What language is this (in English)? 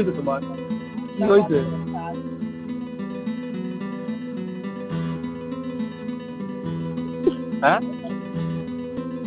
Bangla